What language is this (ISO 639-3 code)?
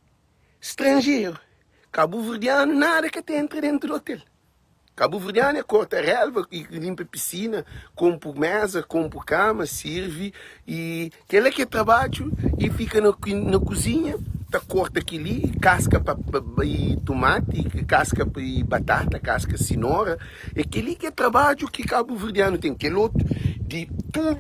kea